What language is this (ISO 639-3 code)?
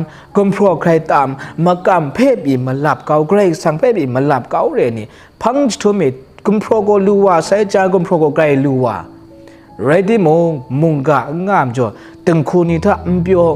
kac